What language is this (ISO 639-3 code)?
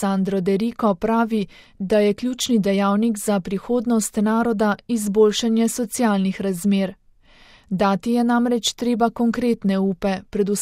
slv